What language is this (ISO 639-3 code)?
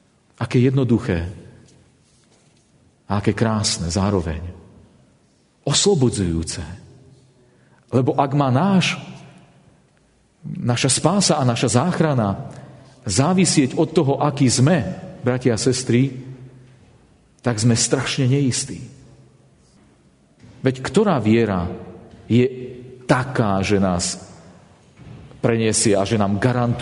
slk